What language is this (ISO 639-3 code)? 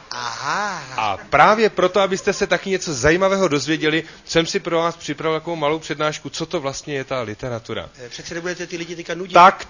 ces